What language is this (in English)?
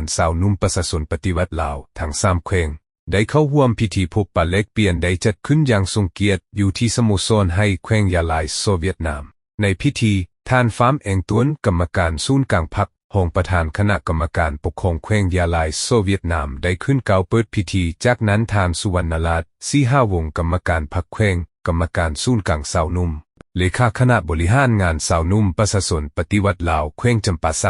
Lao